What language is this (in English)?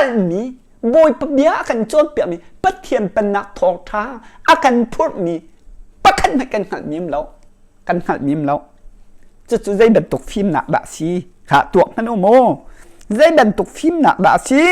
Hakha Chin